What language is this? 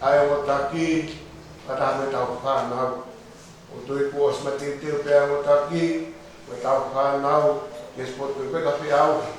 Tongan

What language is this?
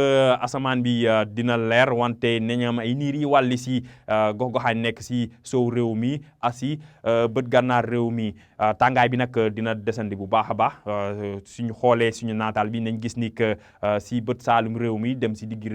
Wolof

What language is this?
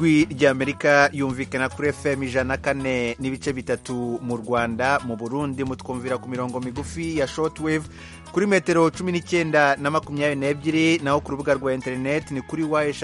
Kinyarwanda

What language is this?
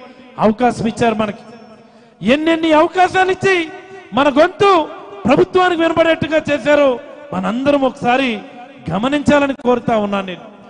Telugu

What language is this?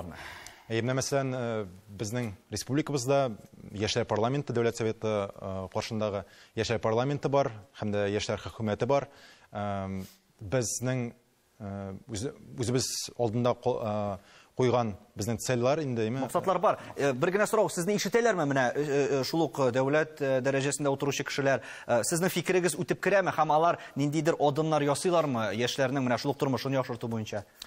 Tatar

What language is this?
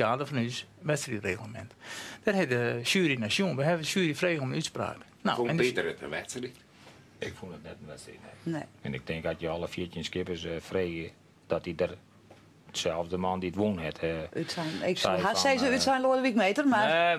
Western Frisian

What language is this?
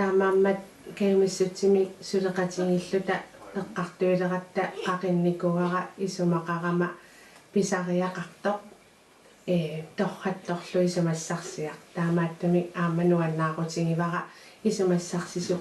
Kalaallisut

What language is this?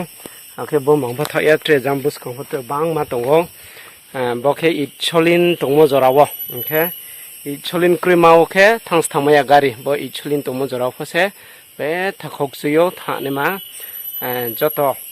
Riang (India)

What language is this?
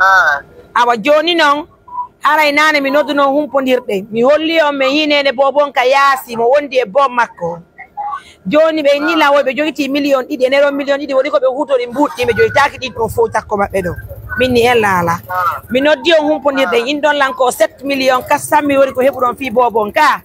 Pular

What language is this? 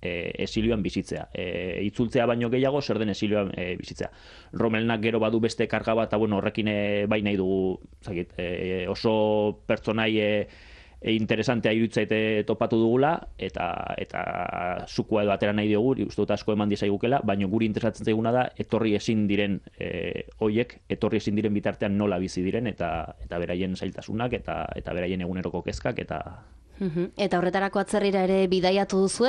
Basque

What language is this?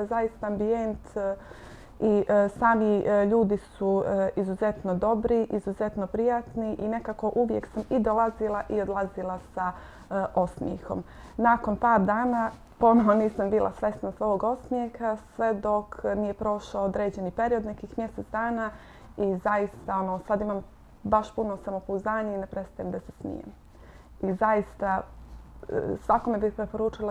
Bosnian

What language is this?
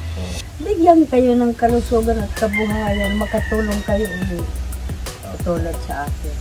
Filipino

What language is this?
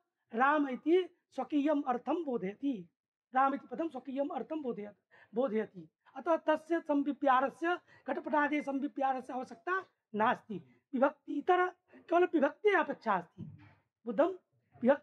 Sanskrit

